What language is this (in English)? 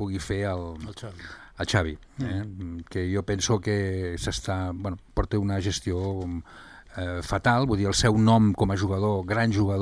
Catalan